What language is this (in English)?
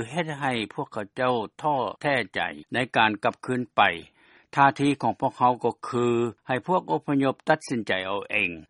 Lao